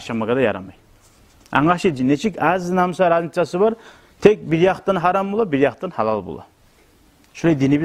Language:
Kumyk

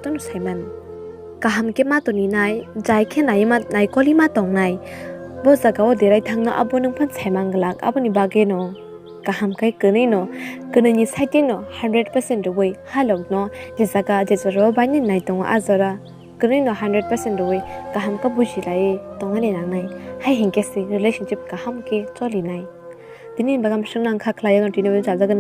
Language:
Kok Borok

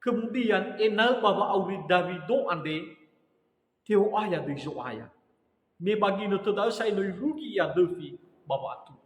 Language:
Nias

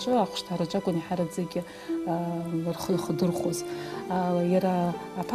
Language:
Abkhazian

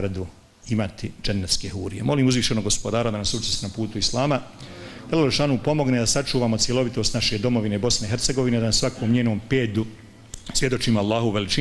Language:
Bosnian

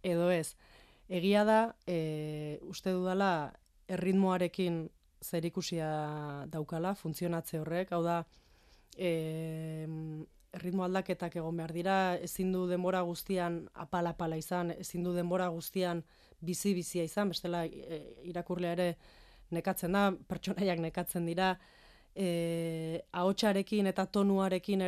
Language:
Basque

